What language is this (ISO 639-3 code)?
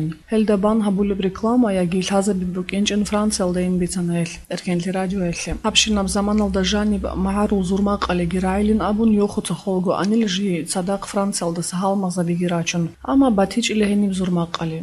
ava